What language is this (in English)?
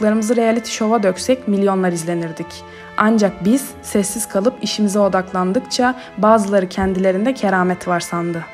Turkish